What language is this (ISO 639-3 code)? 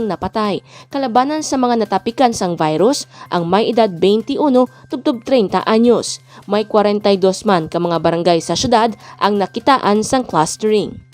hil